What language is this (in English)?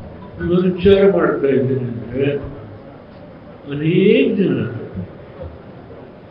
Kannada